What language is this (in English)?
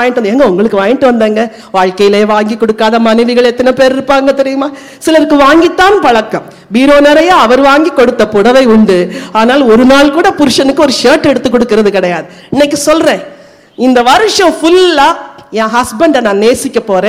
Tamil